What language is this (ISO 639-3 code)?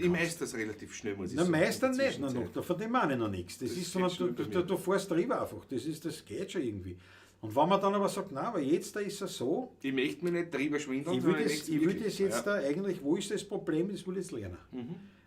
bar